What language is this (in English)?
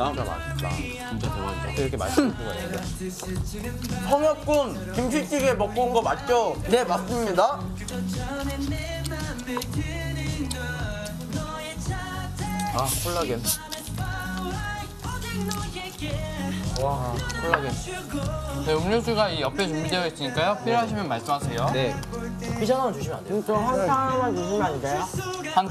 Korean